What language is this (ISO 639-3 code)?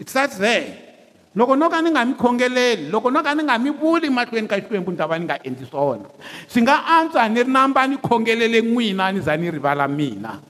tso